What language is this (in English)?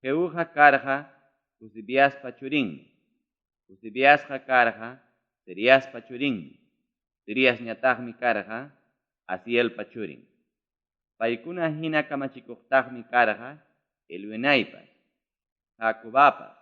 Ayacucho Quechua